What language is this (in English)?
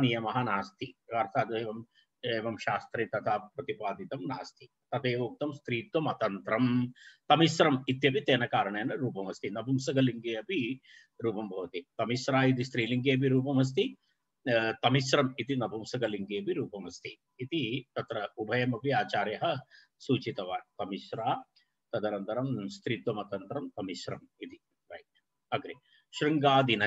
Sanskrit